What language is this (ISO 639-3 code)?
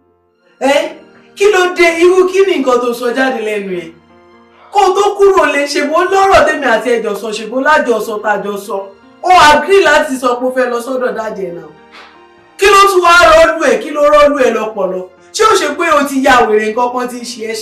yor